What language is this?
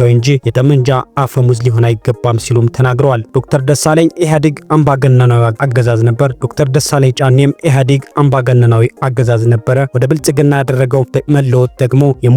Amharic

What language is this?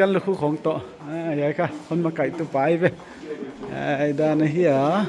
Paite Chin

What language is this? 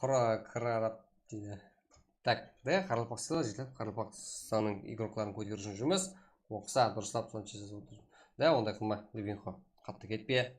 Kara-Kalpak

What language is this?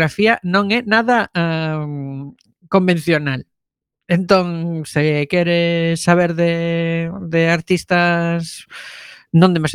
Galician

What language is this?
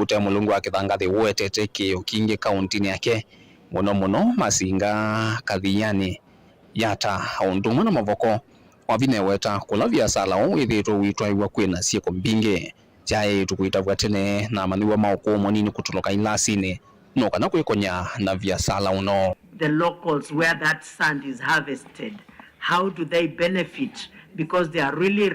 Kamba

